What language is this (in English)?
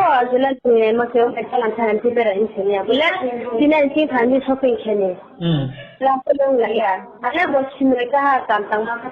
Riang (India)